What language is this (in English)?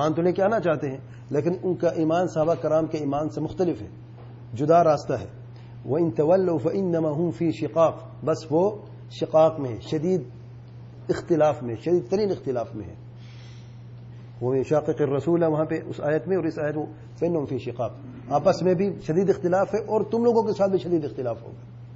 Urdu